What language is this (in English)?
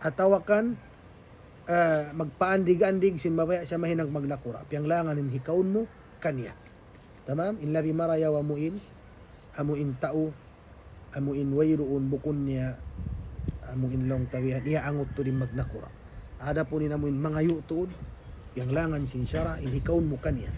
Tausug